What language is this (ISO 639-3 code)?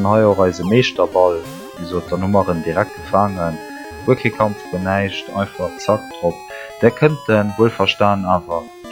ltz